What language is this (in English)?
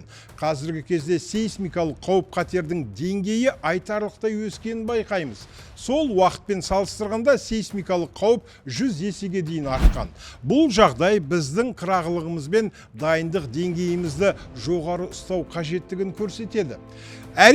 Kazakh